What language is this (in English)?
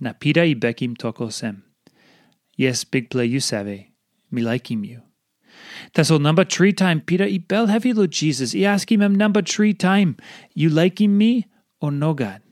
Tok Pisin